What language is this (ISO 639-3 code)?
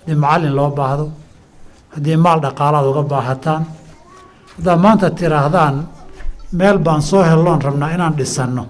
som